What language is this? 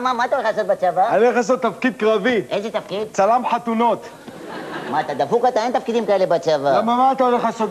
Hebrew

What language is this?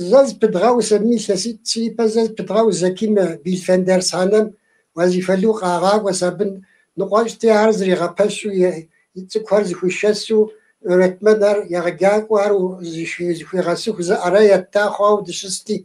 Kabardian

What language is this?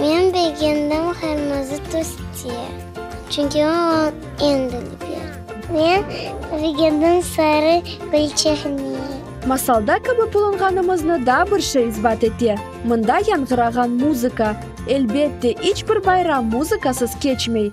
Crimean Tatar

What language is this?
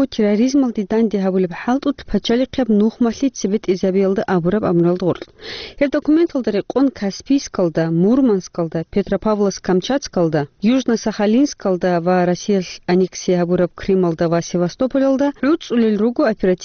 Avaric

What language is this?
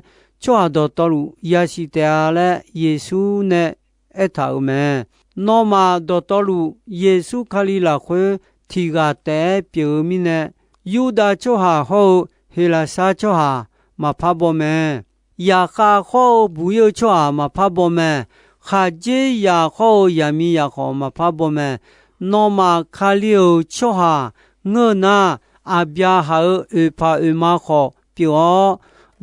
Akha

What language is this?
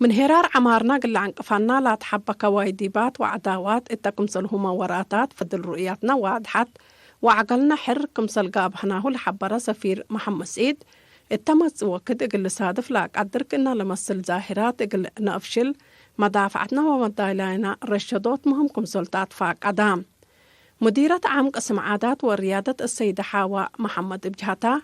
Tigre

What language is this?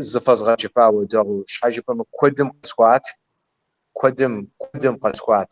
Kabardian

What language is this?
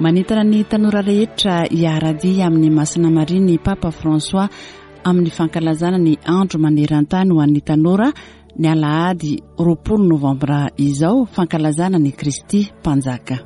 Malagasy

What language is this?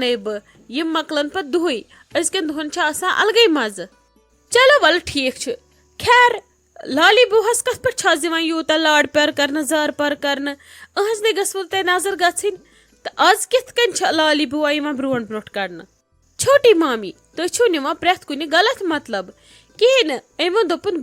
Kashmiri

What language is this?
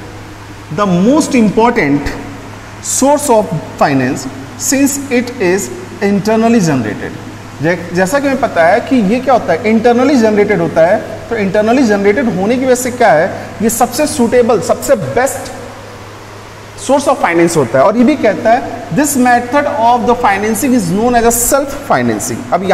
Hindi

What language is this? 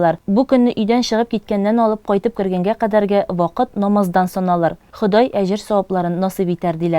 Tatar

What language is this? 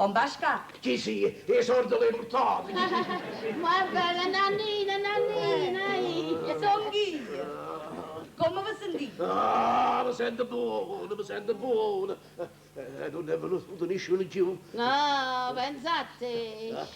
Neapolitan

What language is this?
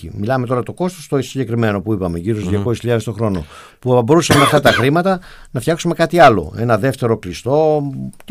Greek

